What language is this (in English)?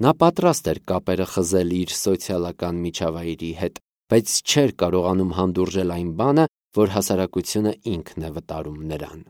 Armenian